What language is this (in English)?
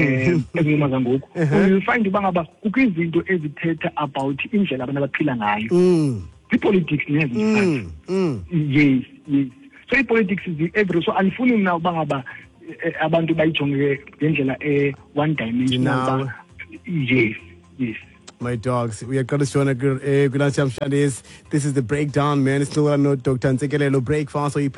Xhosa